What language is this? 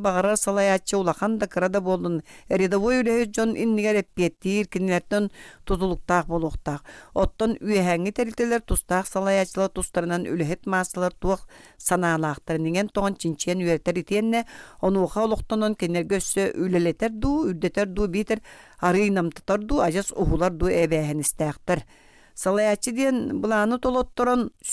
Yakut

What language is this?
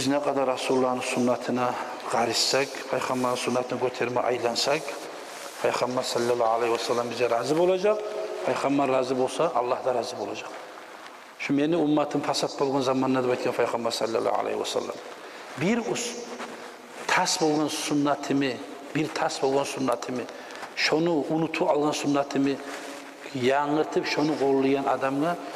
Kumyk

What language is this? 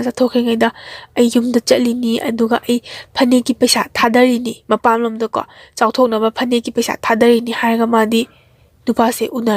Manipuri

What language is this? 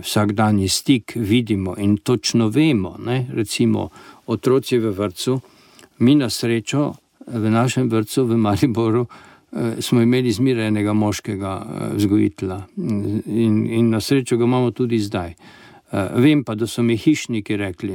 Slovenian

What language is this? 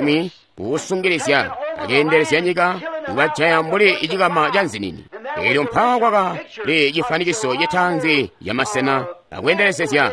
Tonga (Zambia)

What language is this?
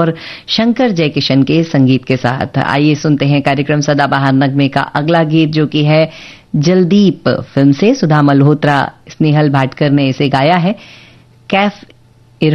Hindi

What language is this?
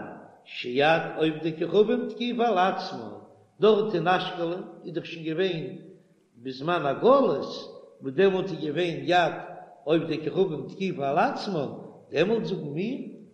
Yiddish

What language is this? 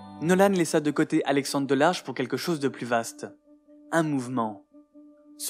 French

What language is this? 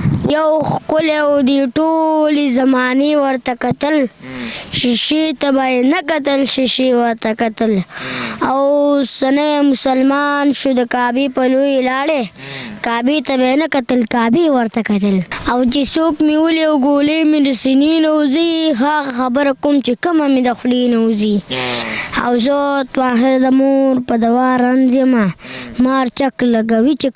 Pashto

